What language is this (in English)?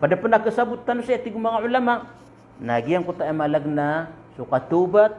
Maranao